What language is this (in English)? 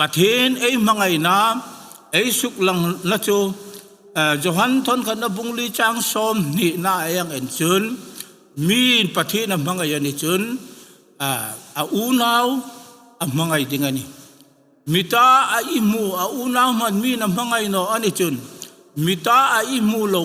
Hmar